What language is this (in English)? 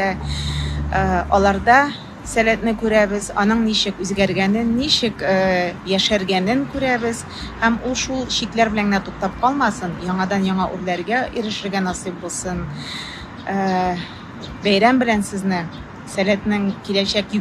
Tatar